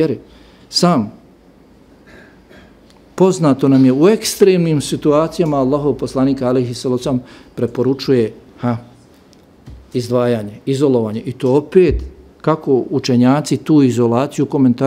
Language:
Bosnian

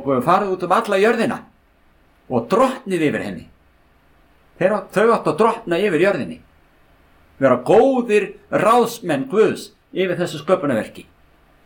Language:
Icelandic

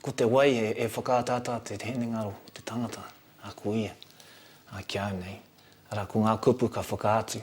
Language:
Māori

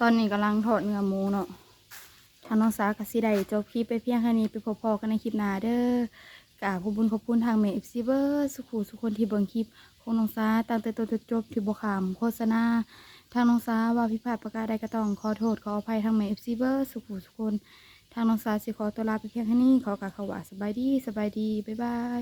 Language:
Northeastern Thai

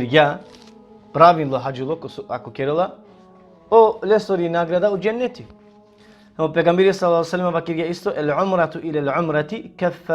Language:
Balkan Romani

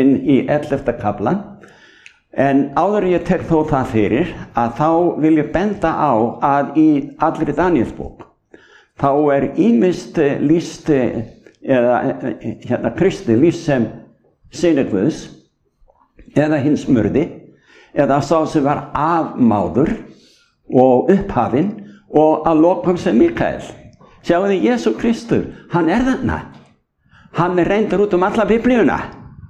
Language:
Icelandic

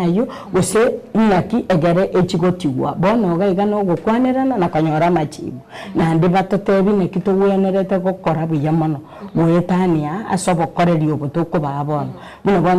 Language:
Gusii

